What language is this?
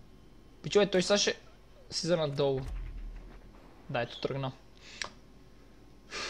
Bulgarian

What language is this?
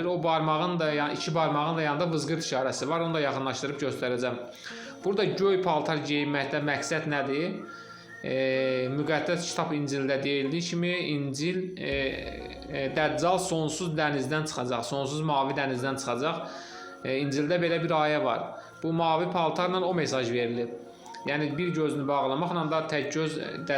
Azerbaijani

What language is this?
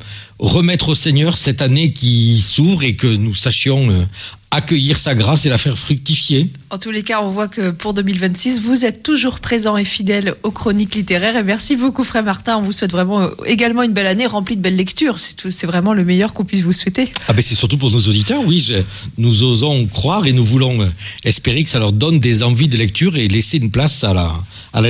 French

